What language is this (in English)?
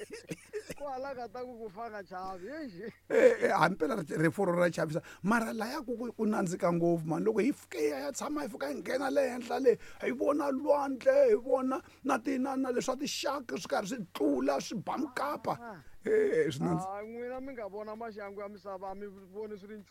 Tsonga